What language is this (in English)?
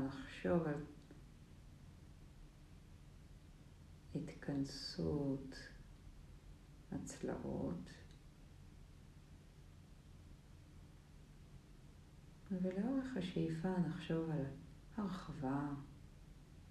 Hebrew